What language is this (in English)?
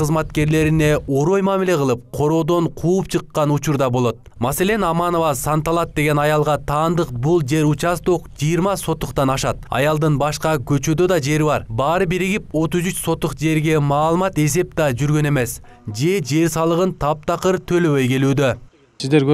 Kyrgyz